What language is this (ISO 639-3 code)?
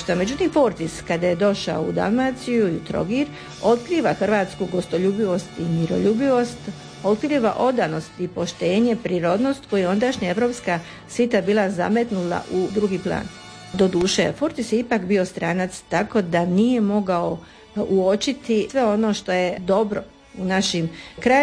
hrv